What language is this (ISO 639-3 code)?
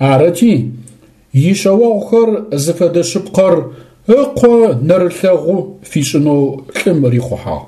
ady